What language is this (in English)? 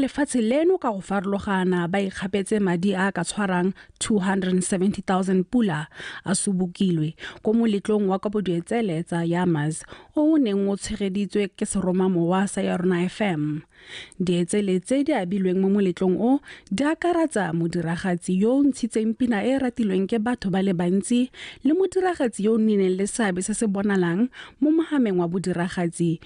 Tswana